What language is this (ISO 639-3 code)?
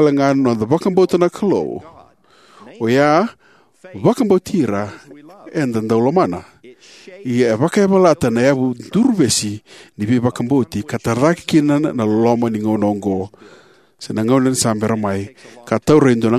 fij